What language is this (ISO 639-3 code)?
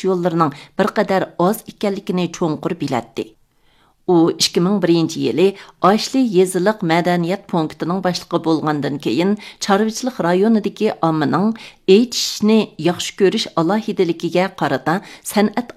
uig